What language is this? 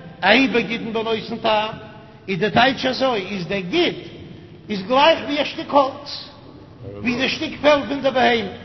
Yiddish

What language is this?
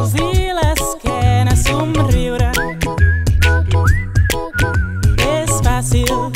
Catalan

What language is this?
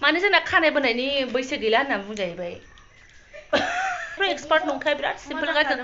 Bodo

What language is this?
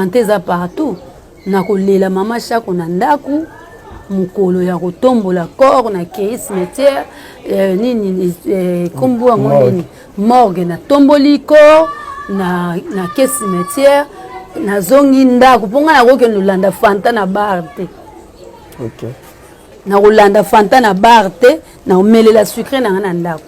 Lingala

